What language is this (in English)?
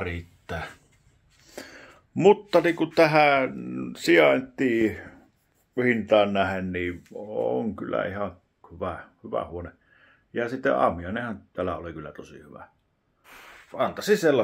Finnish